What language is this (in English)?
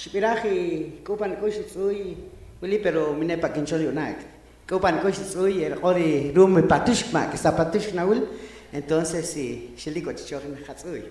Poqomchi'